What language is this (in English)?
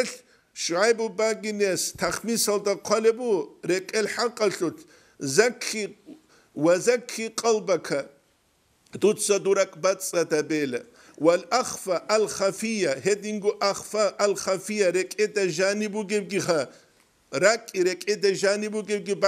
Avaric